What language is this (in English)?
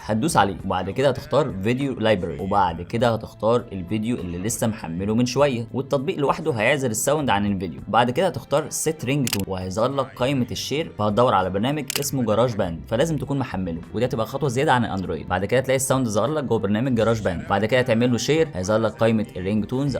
Egyptian Arabic